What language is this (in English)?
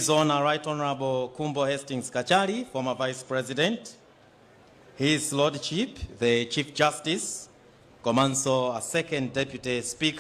Nyanja